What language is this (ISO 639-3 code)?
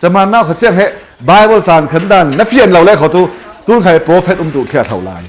cfm